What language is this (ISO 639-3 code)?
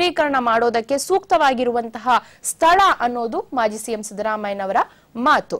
kan